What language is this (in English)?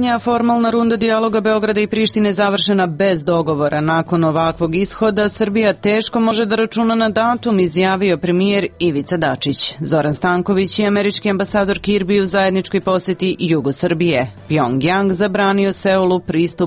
Serbian